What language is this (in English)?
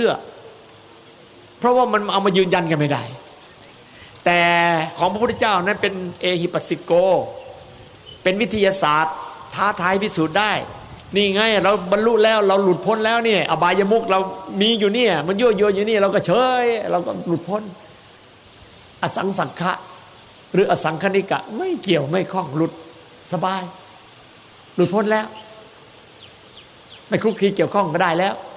Thai